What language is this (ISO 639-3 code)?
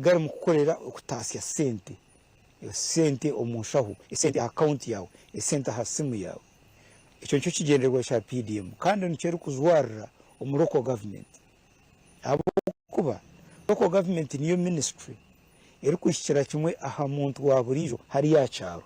nyn